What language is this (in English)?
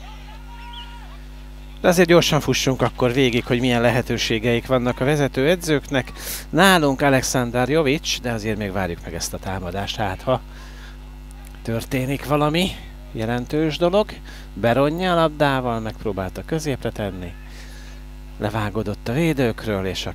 Hungarian